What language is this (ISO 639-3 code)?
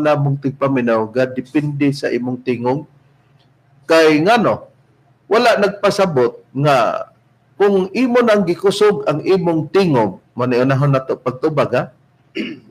ceb